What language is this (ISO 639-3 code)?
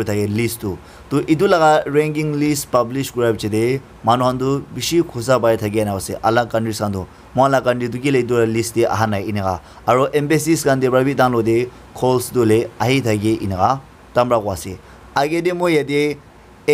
nag